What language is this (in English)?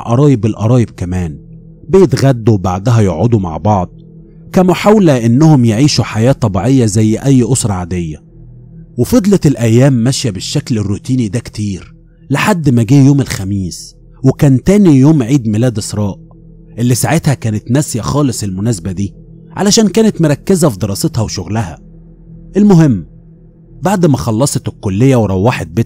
Egyptian Arabic